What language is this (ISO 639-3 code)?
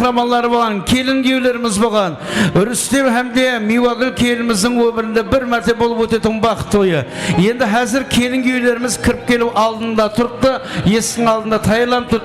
kaa